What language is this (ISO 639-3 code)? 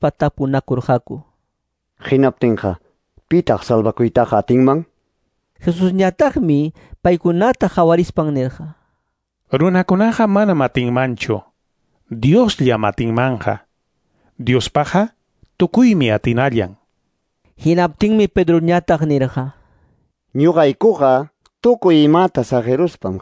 que